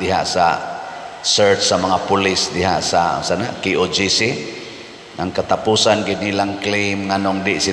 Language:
Cebuano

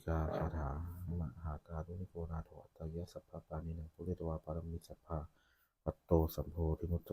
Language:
Pali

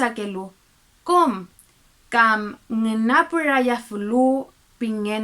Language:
Mapuche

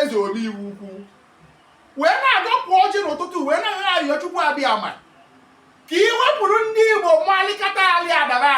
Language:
Igbo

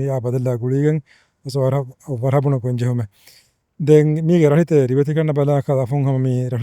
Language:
Divehi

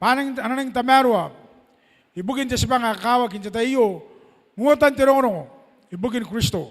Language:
Gilbertese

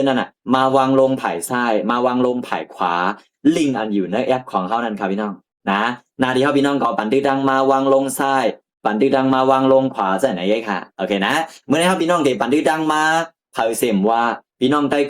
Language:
Shan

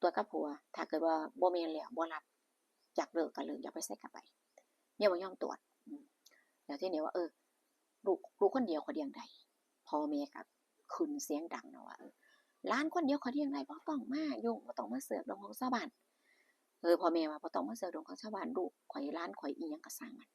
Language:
Northeastern Thai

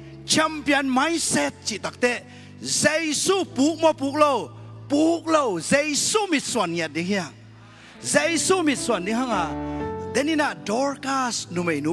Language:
Tedim Chin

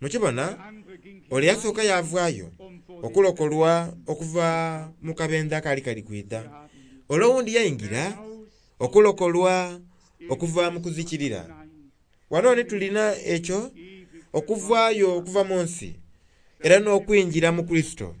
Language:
Soga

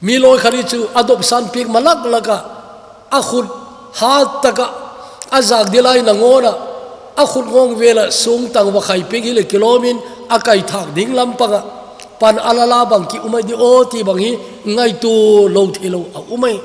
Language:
Thado Chin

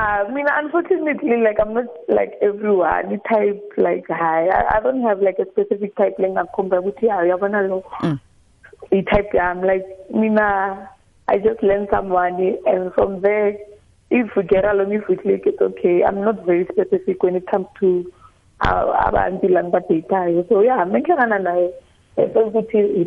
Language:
South Ndebele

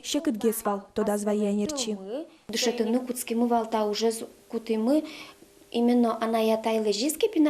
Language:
Udmurt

